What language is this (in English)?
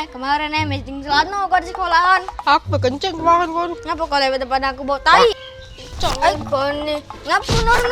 Musi